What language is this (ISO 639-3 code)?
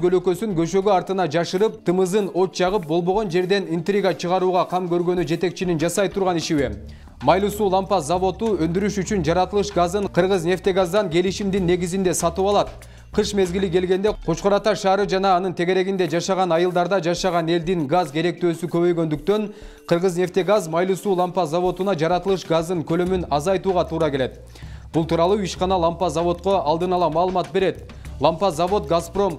kir